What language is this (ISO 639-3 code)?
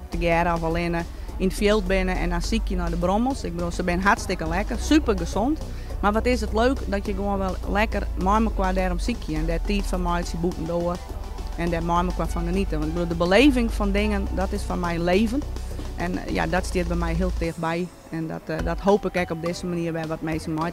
fry